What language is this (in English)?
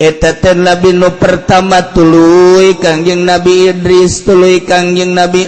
Sundanese